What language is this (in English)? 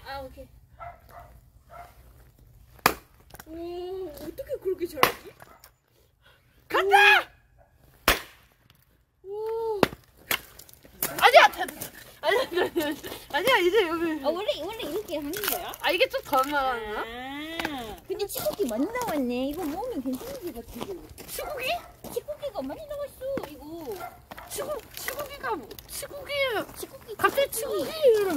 Korean